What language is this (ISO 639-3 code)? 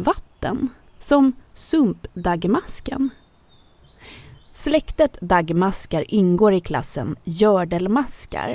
swe